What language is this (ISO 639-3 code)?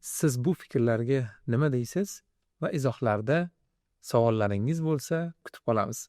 uzb